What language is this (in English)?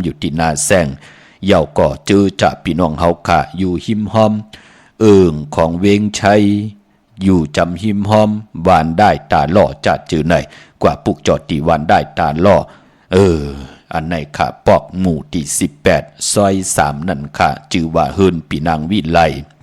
Shan